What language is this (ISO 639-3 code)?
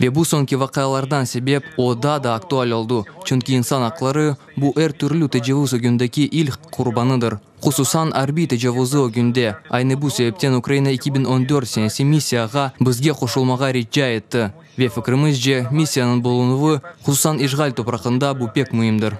crh